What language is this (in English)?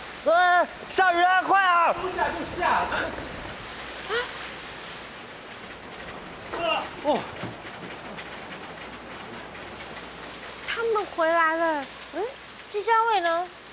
Chinese